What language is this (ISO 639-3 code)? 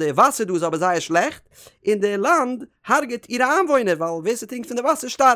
yid